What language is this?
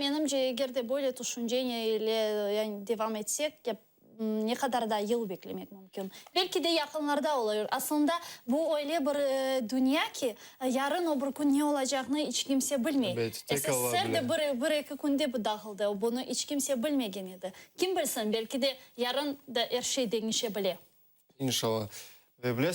Crimean Tatar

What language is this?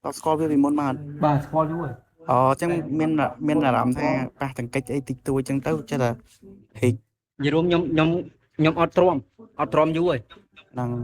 Khmer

